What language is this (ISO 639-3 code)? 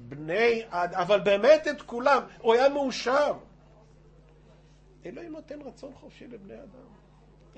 heb